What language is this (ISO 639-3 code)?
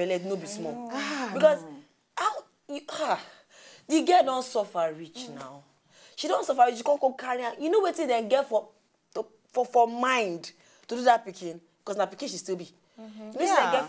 pcm